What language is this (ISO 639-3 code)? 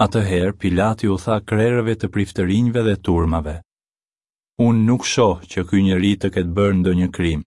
sqi